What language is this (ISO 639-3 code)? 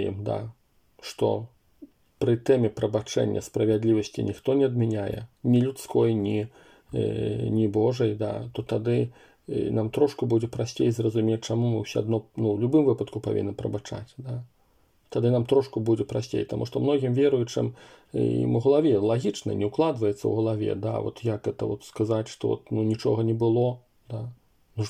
bel